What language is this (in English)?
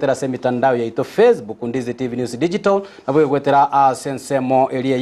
Gusii